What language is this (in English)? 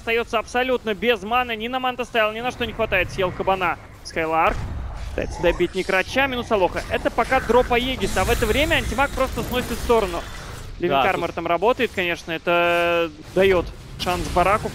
Russian